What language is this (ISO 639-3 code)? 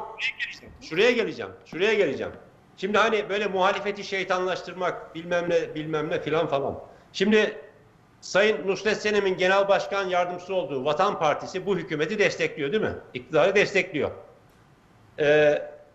tur